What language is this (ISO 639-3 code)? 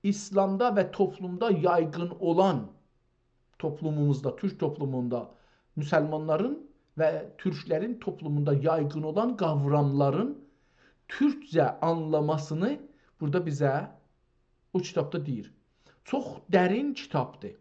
azb